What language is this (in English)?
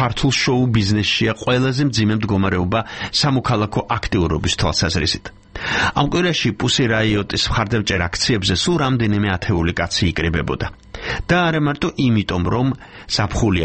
Georgian